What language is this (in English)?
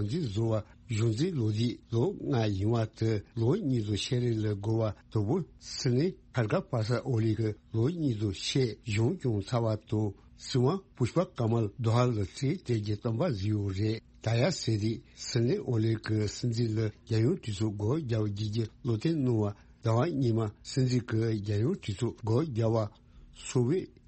Tibetan